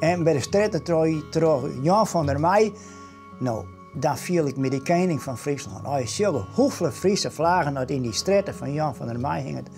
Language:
Western Frisian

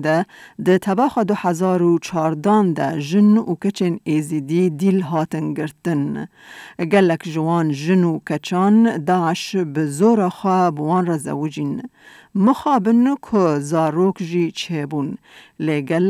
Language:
Kurdish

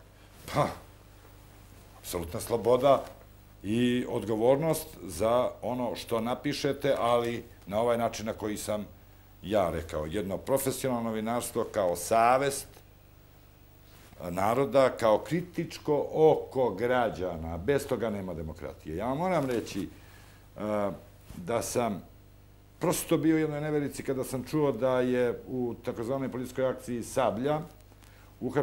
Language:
Serbian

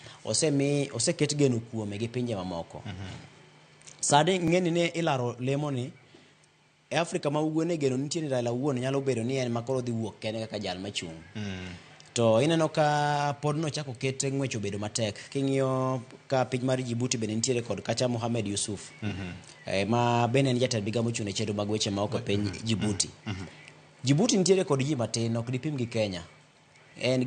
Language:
Luo (Kenya and Tanzania)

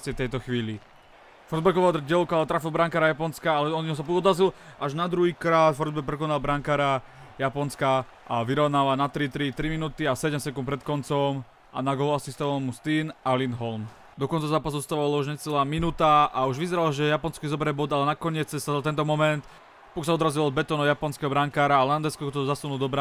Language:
Slovak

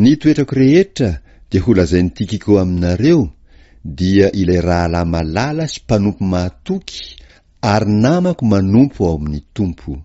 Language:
Malagasy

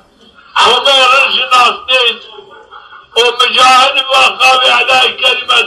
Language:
Zaza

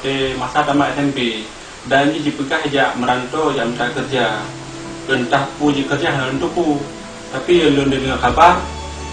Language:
Achinese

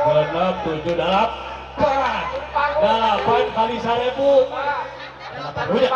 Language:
Sundanese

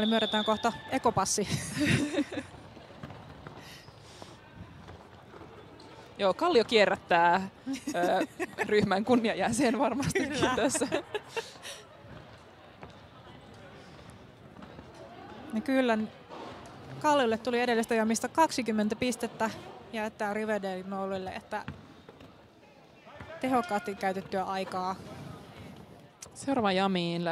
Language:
Finnish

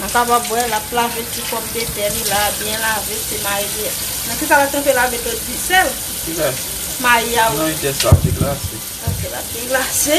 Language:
Haitian Creole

